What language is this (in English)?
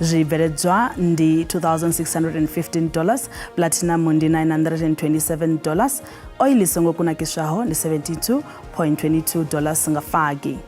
Venda